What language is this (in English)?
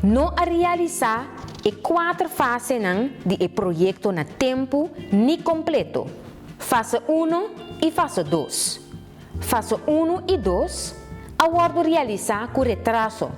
Papiamento